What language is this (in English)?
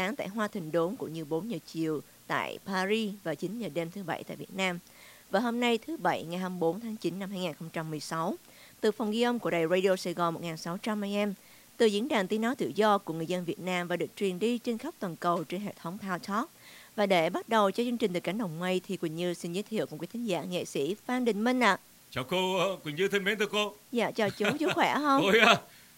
Vietnamese